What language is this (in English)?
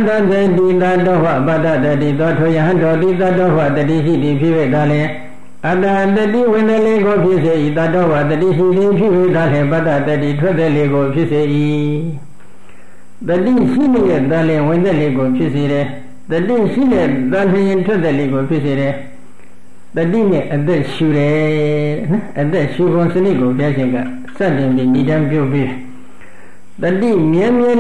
Burmese